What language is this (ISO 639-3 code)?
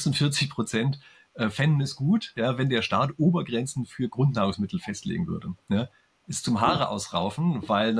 deu